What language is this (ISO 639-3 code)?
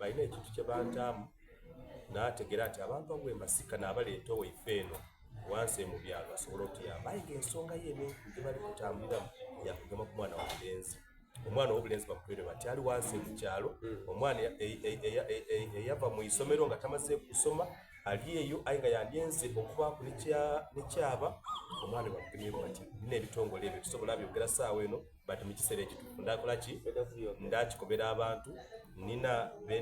xog